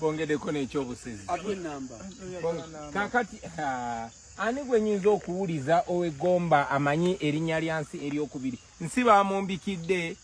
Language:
Ganda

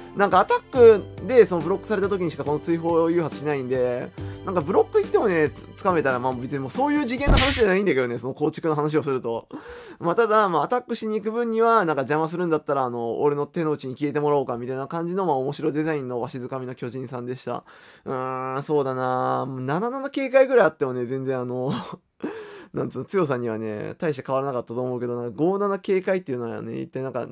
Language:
Japanese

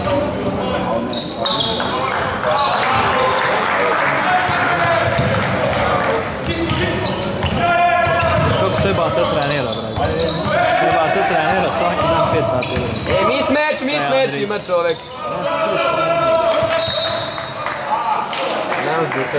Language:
Serbian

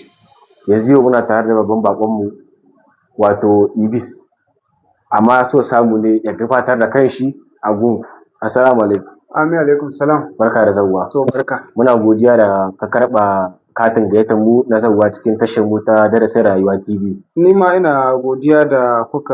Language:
Hausa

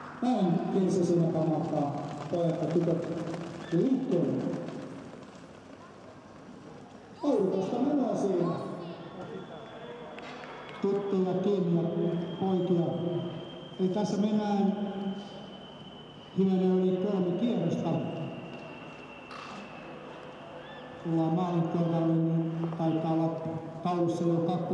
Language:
Finnish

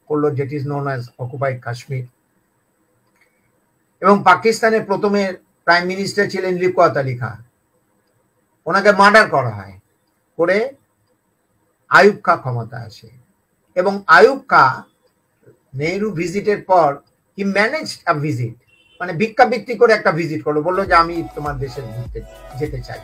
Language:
Bangla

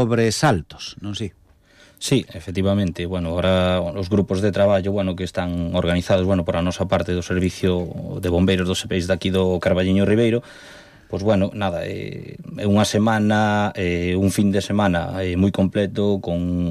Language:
Galician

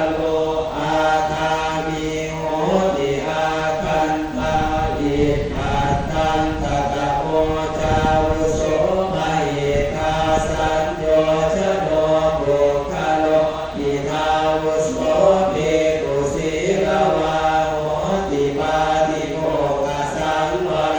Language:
Pali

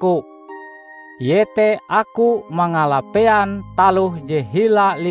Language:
Ngaju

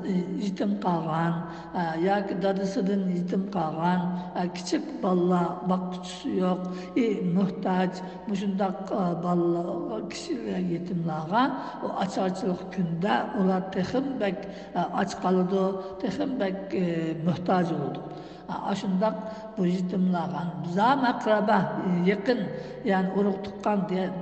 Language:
Uyghur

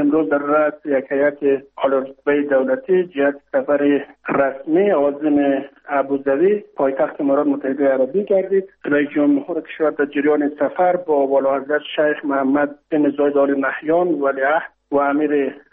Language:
Persian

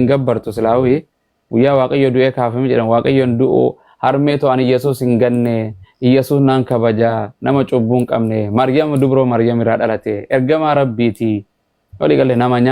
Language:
Oromo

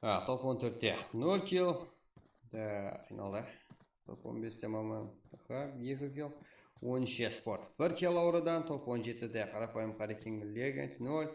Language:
Kara-Kalpak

